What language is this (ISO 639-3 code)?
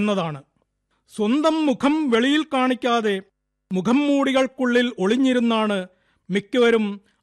mal